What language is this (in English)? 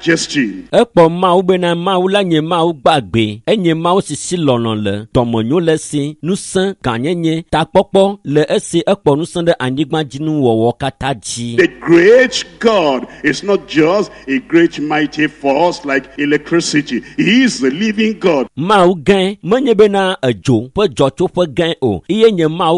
Ewe